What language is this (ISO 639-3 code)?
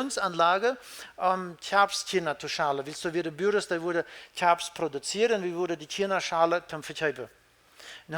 pdt